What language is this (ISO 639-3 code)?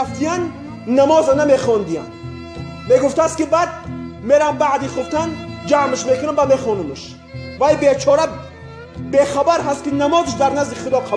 tgk